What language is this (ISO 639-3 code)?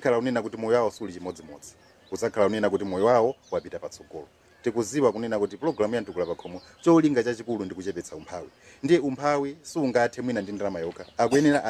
nya